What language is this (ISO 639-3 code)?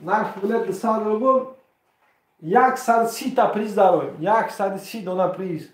tgk